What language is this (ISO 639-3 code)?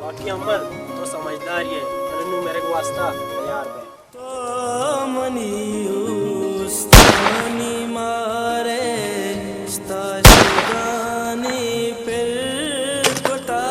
bal